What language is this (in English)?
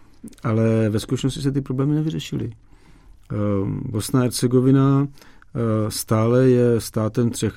Czech